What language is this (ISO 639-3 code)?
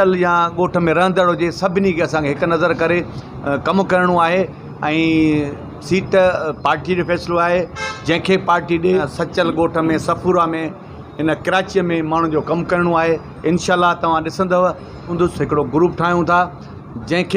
snd